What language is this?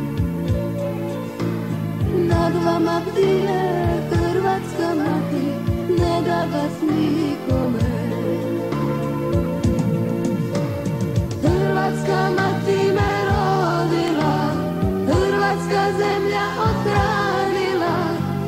Croatian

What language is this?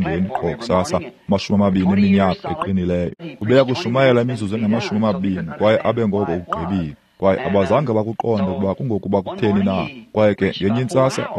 Xhosa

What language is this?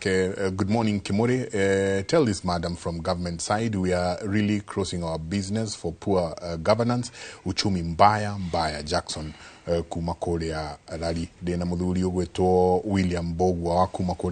Kikuyu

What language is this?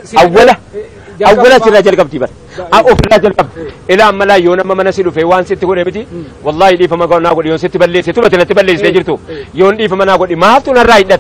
Oromo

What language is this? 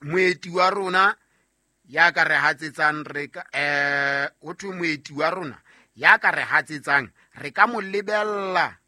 Southern Sotho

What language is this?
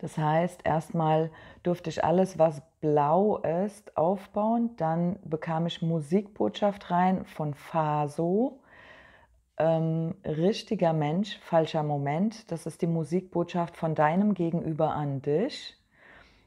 German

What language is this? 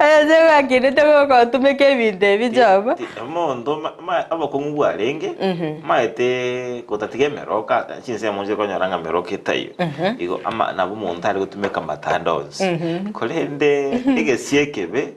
Gusii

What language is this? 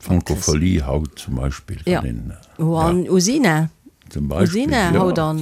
Luxembourgish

